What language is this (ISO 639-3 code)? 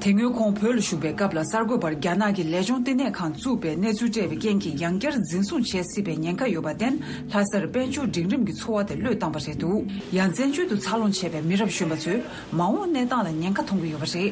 bod